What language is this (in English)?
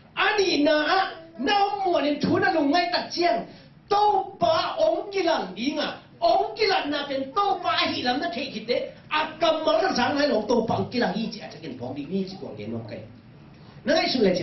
Tedim Chin